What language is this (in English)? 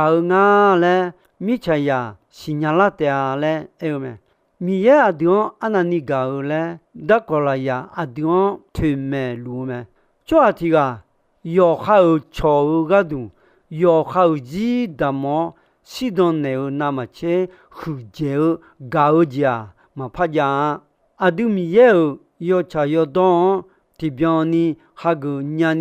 Akha